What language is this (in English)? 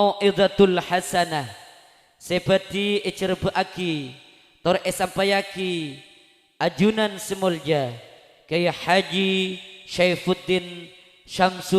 Madurese